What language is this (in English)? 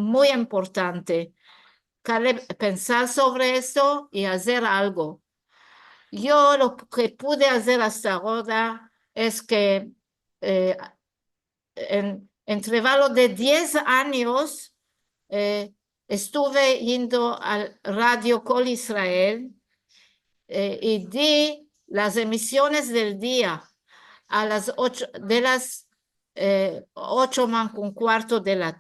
Ladino